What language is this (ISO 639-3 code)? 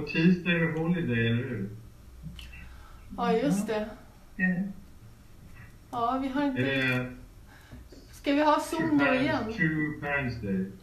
swe